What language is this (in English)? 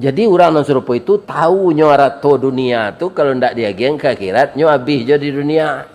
Minangkabau